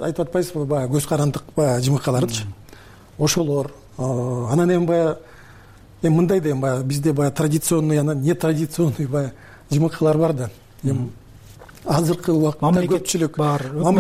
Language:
Kyrgyz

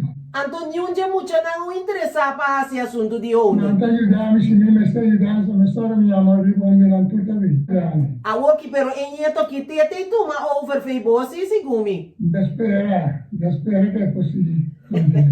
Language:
Papiamento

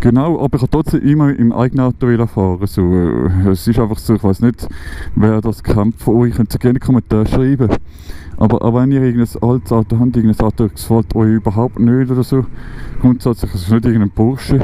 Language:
Swiss German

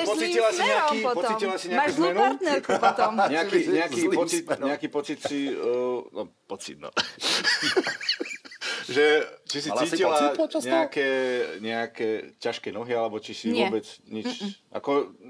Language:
Slovak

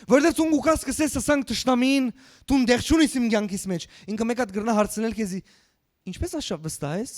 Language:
Western Armenian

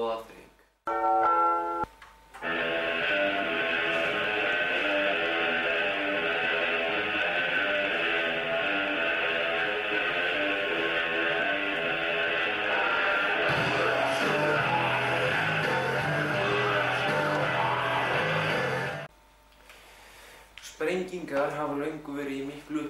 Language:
Icelandic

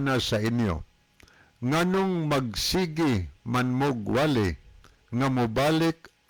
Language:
Cebuano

